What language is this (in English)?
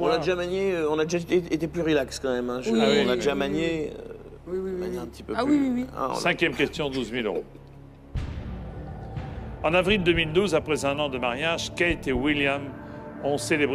French